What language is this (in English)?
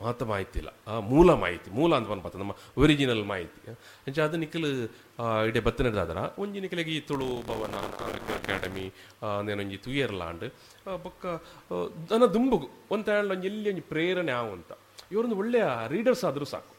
Tulu